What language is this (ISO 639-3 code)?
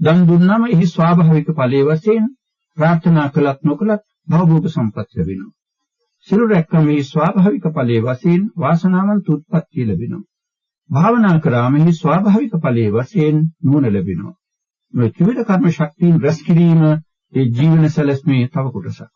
sin